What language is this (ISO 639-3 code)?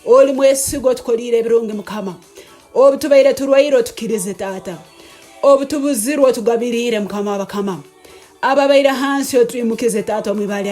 ttj